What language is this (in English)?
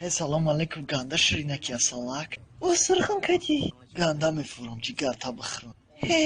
Tajik